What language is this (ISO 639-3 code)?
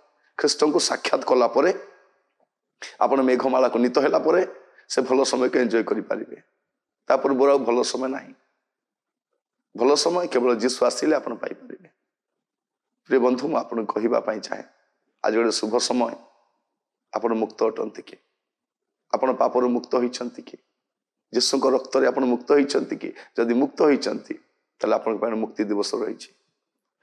ori